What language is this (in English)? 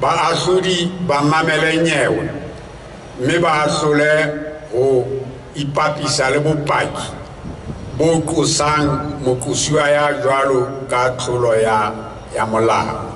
Southern Sotho